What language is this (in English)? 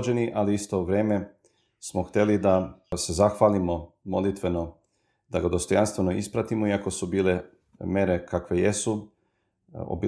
Serbian